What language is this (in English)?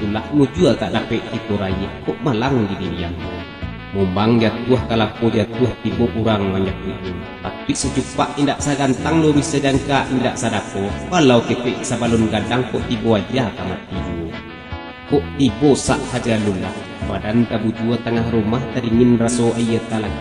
Minangkabau